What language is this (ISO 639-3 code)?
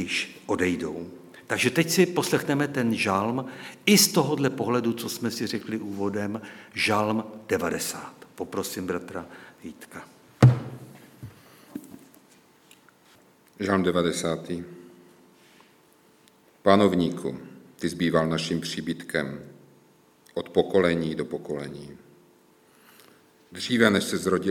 ces